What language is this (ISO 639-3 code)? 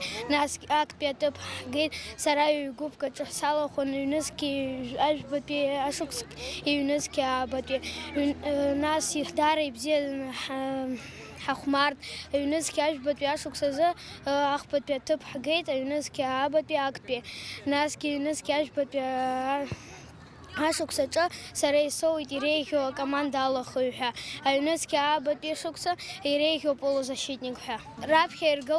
abk